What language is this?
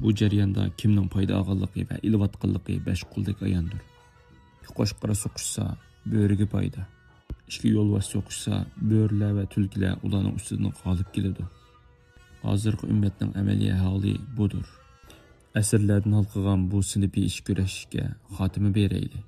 Uyghur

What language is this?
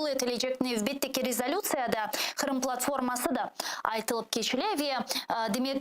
Crimean Tatar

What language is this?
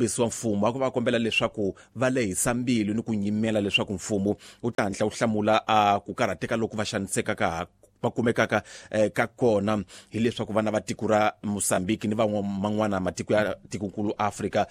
Tsonga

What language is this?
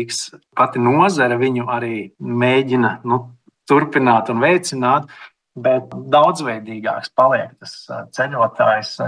Latvian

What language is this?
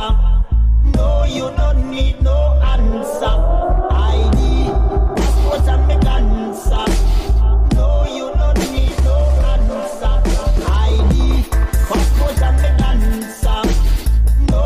English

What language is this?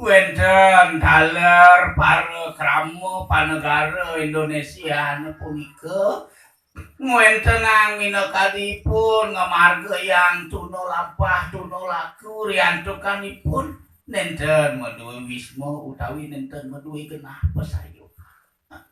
Balinese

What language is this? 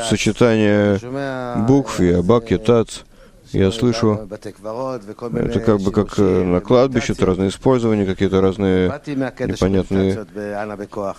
Russian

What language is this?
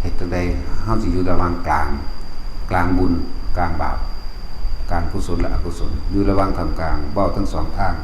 Northeastern Thai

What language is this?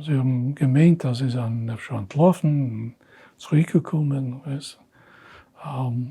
Yiddish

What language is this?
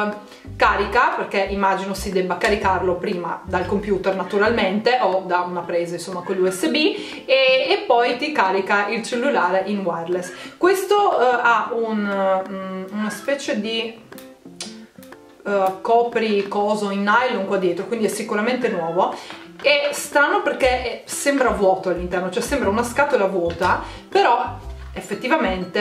Italian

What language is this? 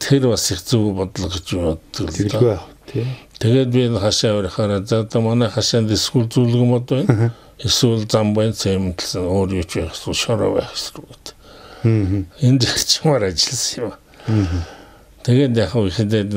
Mongolian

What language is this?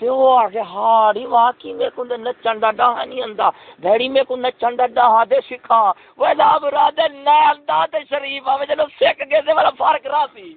Saraiki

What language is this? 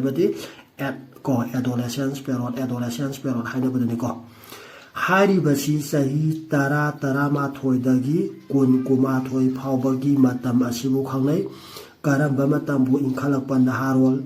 Manipuri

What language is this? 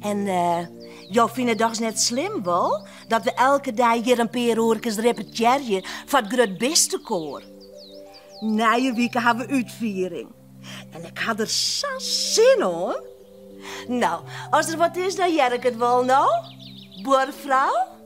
Western Frisian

